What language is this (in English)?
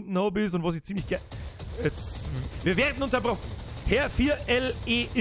Bavarian